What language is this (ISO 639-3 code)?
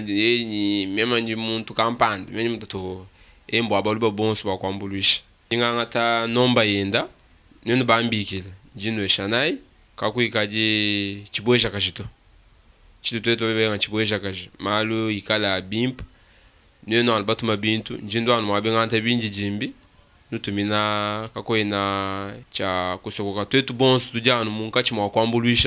lua